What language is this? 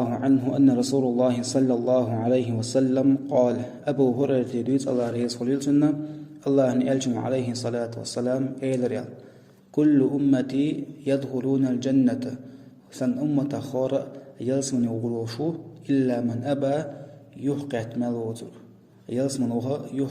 Chechen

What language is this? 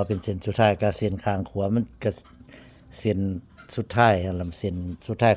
Northeastern Thai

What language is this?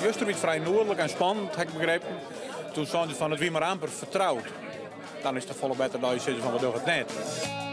Western Frisian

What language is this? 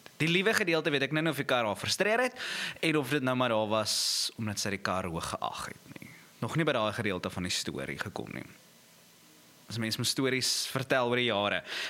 Afrikaans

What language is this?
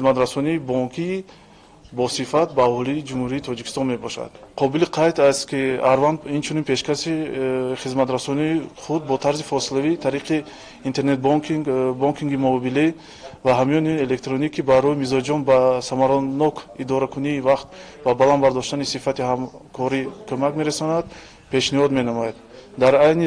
Tajik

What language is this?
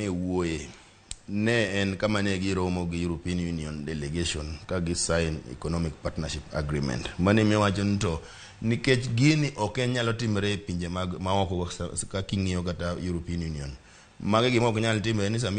Luo (Kenya and Tanzania)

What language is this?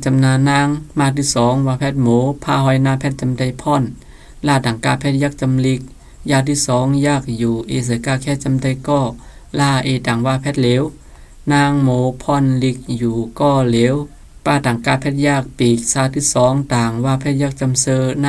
Shan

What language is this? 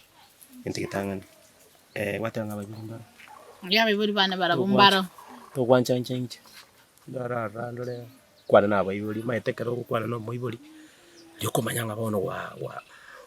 Gusii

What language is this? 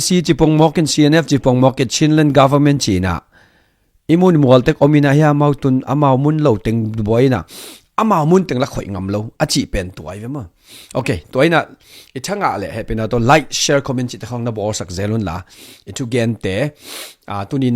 Tedim Chin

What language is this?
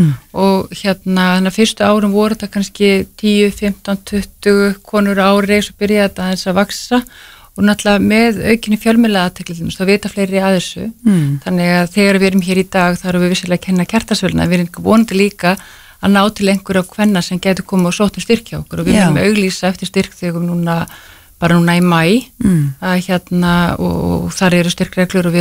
Icelandic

